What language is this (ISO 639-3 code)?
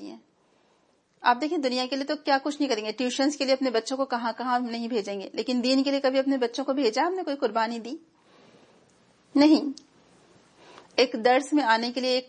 urd